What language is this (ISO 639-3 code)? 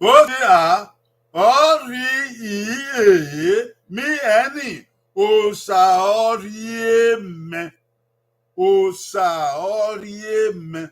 bin